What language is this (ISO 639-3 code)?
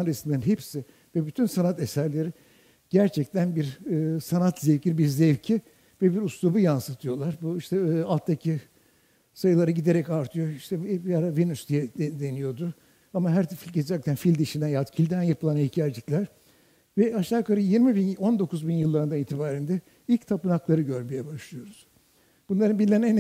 tur